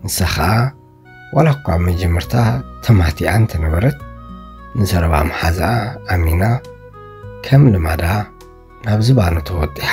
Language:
Tigrinya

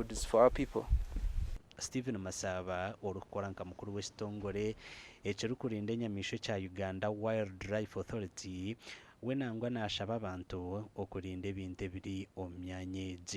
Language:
Nyankole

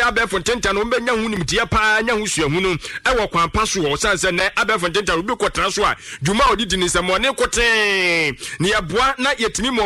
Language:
Akan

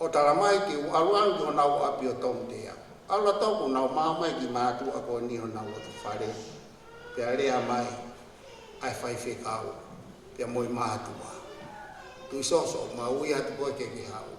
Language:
Tongan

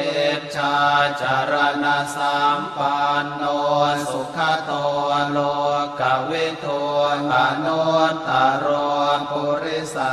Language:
Pali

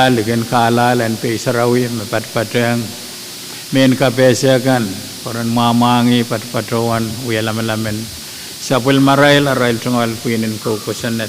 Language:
Pohnpeian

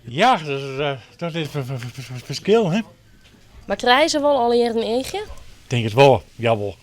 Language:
Western Frisian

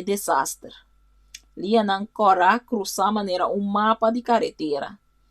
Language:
Papiamento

